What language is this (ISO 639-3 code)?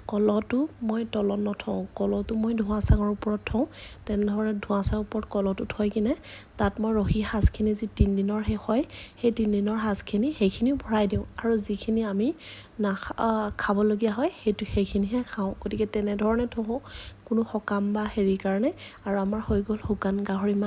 asm